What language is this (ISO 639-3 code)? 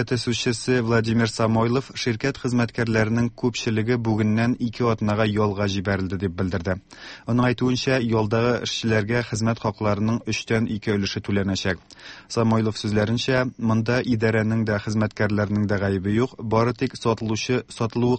tat